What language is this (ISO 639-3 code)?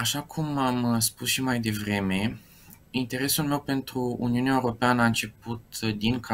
ron